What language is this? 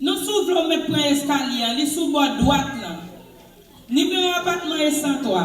Haitian Creole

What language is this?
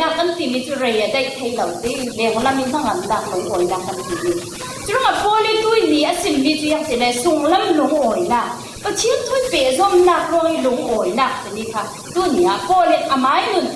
Falam Chin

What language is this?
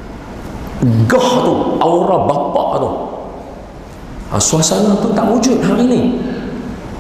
Malay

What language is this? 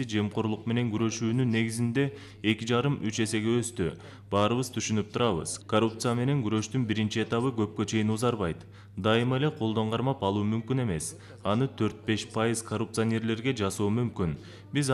Kyrgyz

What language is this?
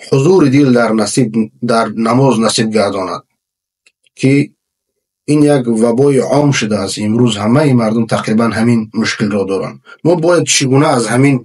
Tajik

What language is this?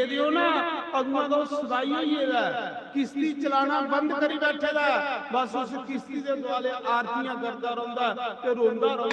Dogri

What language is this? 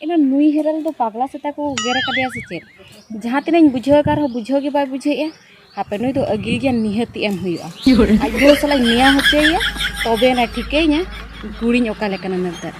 Santali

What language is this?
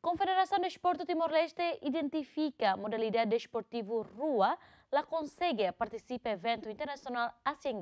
Tetum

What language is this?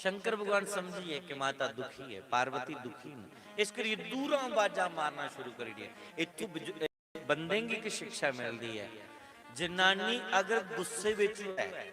Dogri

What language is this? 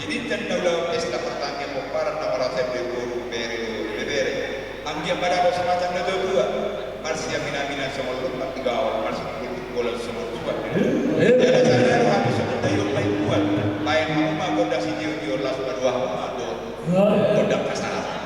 Batak Toba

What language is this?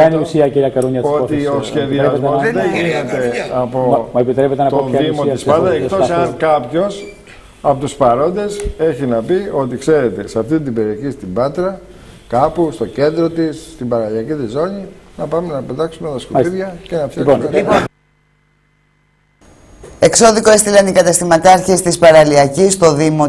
Greek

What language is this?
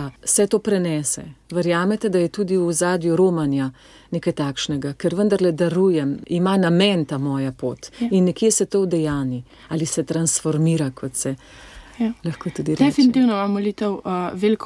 Slovenian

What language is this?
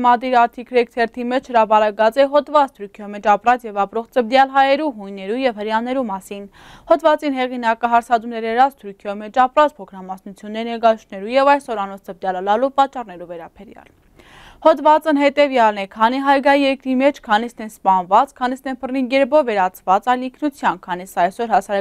Western Armenian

